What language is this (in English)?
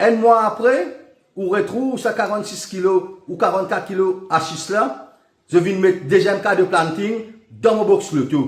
Morisyen